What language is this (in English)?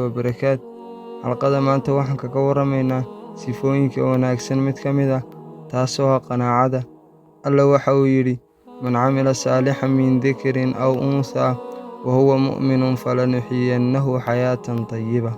Somali